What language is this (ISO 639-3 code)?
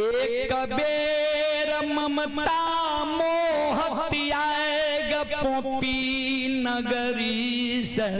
mai